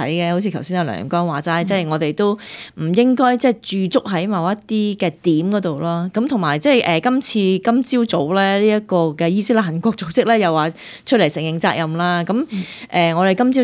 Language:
Cantonese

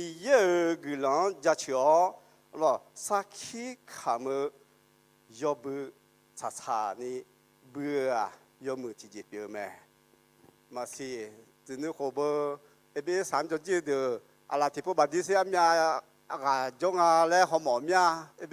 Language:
Akha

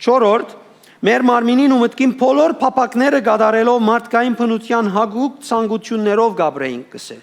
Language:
Western Armenian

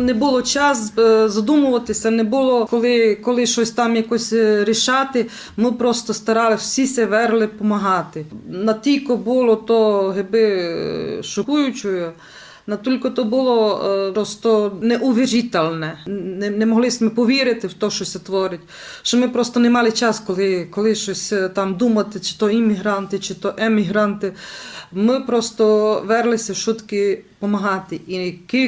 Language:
Rusyn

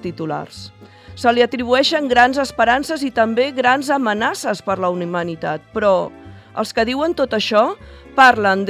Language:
Catalan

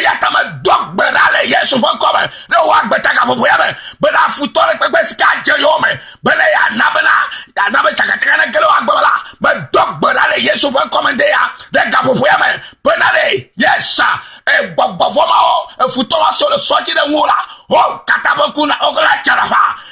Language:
Ewe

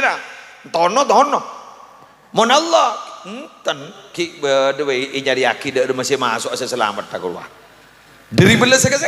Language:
Madurese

